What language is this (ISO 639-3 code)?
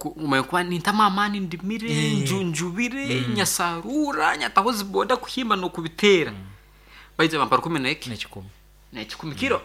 nyn